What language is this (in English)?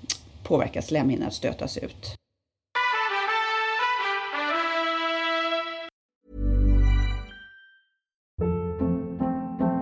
Swedish